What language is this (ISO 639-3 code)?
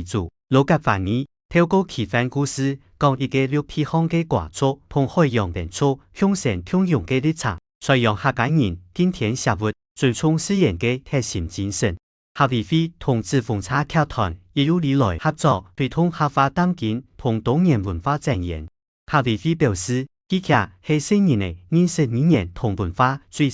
hak